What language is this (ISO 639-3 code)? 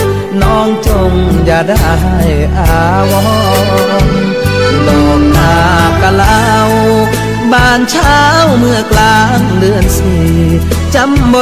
tha